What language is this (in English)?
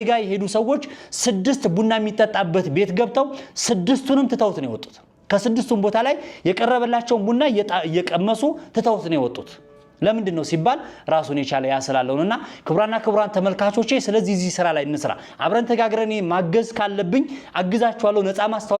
Amharic